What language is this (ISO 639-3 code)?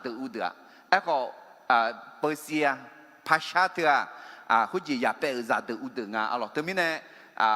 ahk